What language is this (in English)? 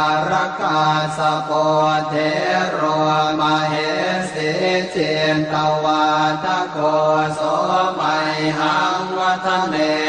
Pali